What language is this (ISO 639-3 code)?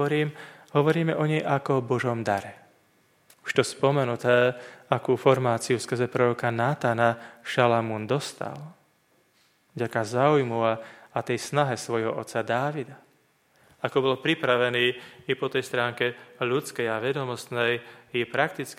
slk